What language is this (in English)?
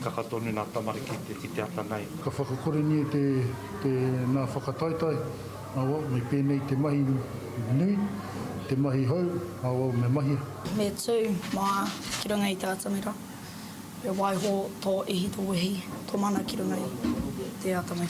Māori